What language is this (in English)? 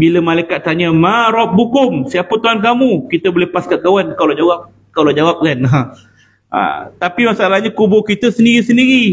Malay